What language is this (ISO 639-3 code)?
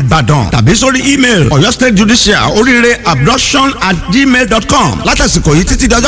yor